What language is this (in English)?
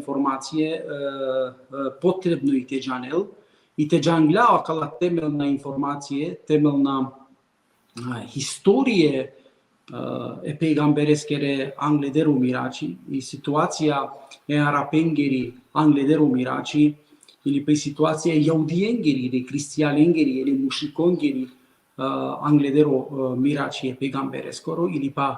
Balkan Romani